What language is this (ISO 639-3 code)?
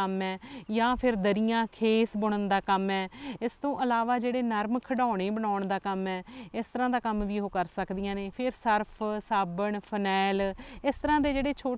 pan